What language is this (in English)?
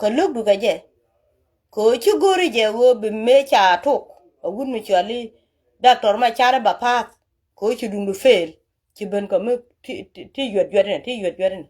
Nuer